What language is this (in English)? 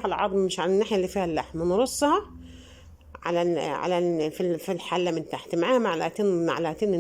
Egyptian Arabic